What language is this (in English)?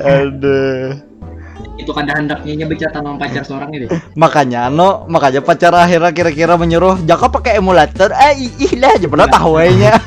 Banjar